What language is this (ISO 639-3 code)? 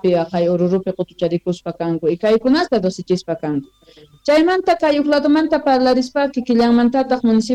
quh